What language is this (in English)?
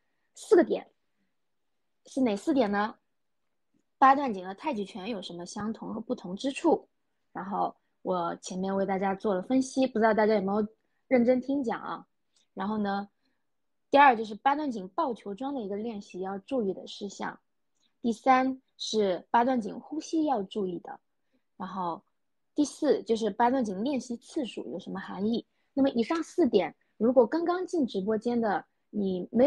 Chinese